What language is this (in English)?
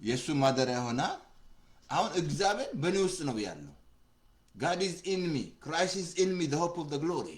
Amharic